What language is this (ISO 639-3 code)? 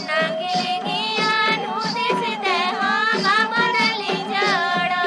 sat